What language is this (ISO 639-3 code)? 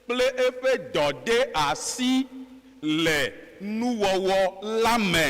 ewe